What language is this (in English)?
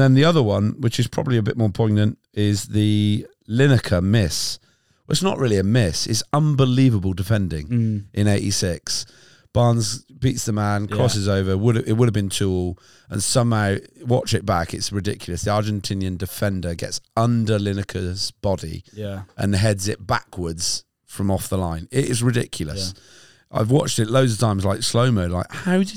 English